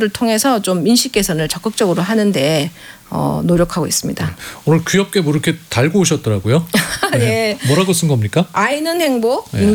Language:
Korean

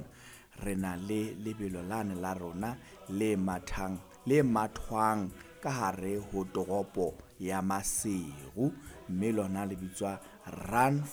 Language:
Southern Sotho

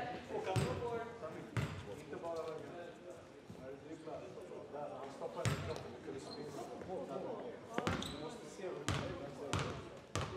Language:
Swedish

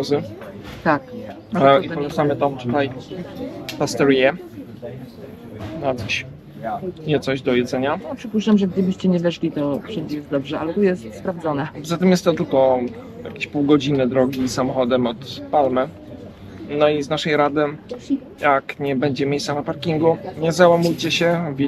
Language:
Polish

